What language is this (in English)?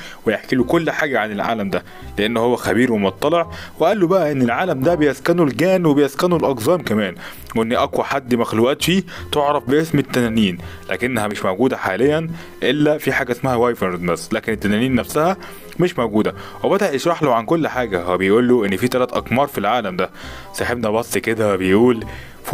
Egyptian Arabic